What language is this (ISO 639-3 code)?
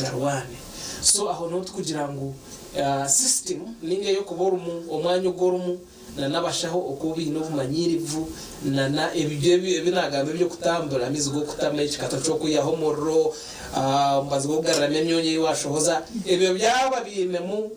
nyn